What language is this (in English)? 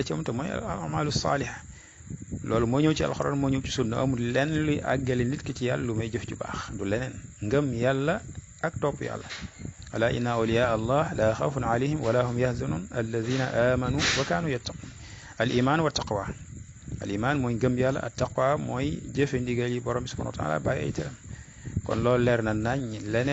Wolof